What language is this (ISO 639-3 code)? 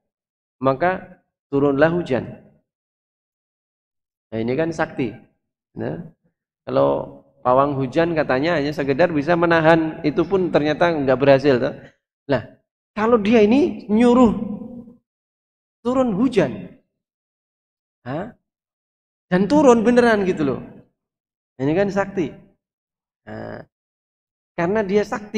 ind